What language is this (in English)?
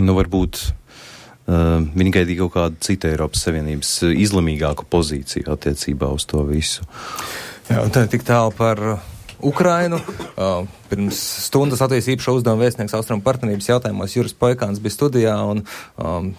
Latvian